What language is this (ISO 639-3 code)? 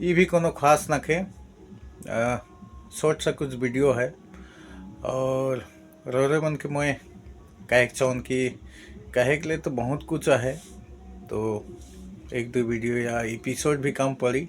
sck